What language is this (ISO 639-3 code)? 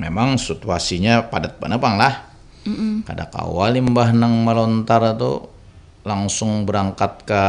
bjn